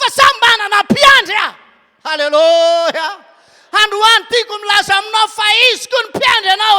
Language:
Malagasy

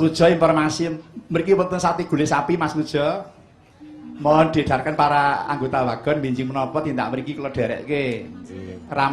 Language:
Javanese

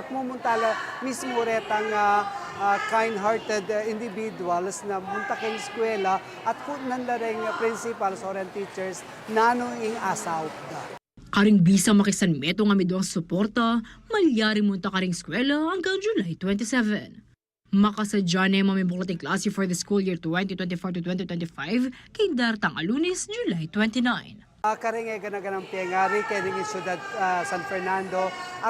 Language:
Pampanga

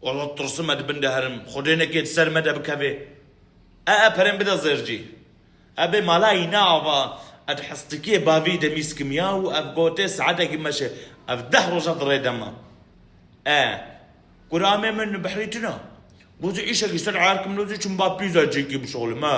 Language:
Kurdish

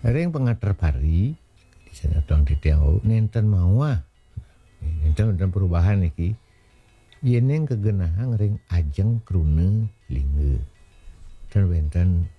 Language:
Balinese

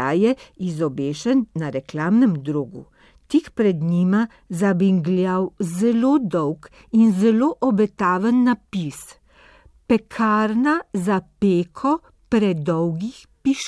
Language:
Slovenian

